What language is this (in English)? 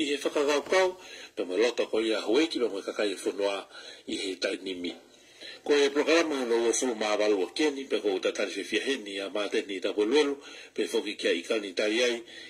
Tongan